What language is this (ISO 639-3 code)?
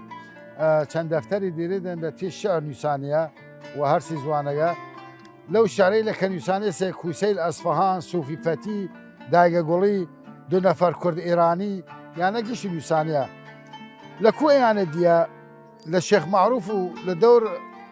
sdh